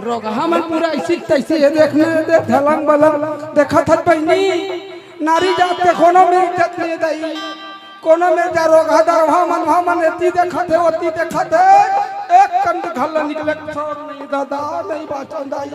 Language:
Chhattisgarhi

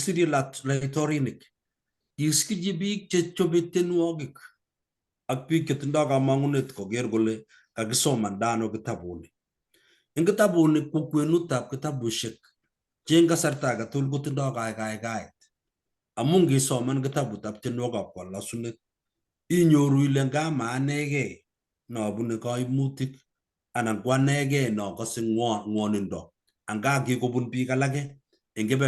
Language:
Kalenjin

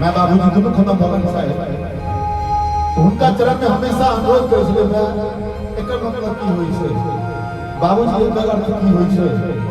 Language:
Maithili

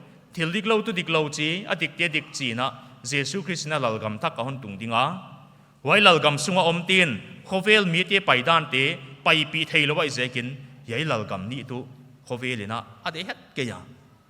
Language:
Paite Chin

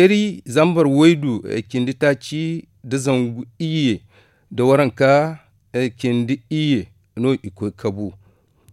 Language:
Zarma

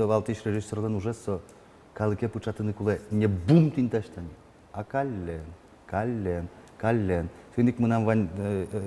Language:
Udmurt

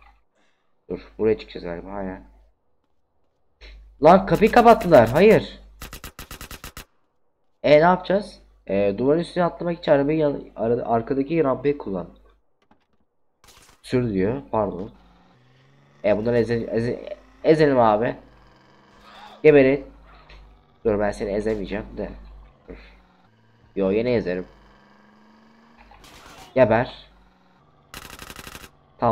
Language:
Turkish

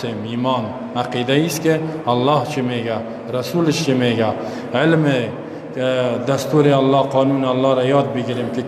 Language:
Persian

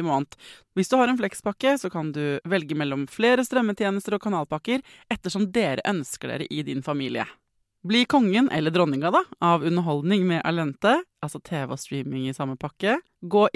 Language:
Norwegian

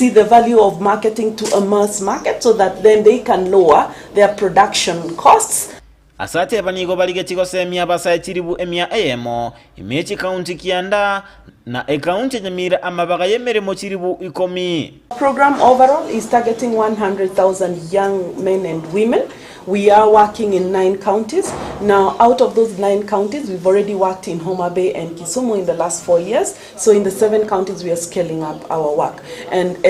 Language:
Gusii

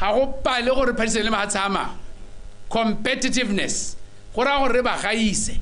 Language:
Tswana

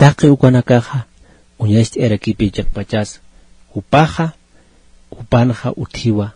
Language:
Aymara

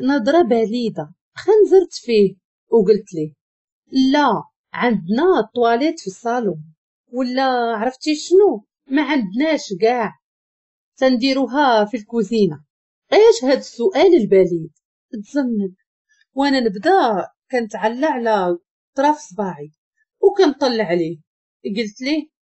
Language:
Moroccan Arabic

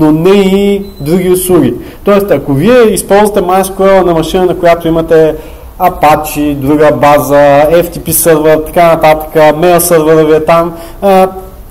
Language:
Bulgarian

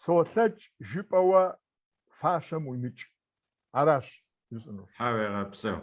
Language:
Kabardian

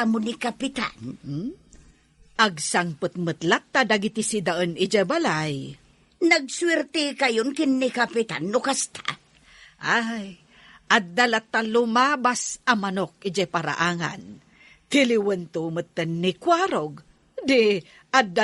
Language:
Iloko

